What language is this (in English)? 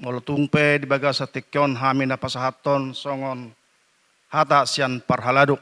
Batak Toba